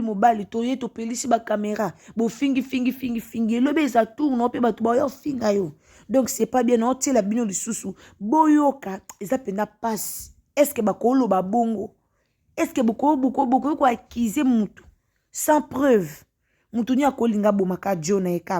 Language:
Lingala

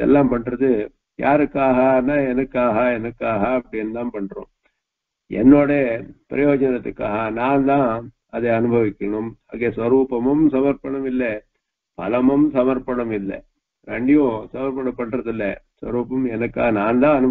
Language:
Tamil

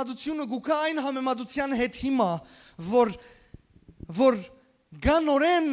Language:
Western Armenian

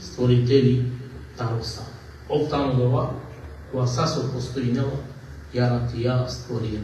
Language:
Balkan Romani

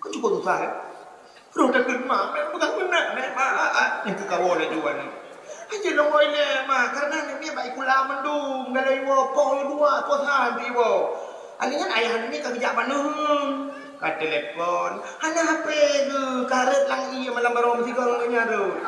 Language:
Achinese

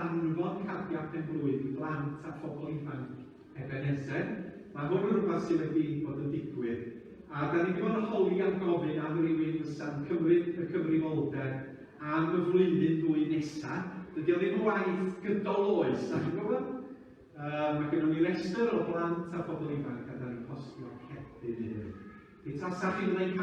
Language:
Welsh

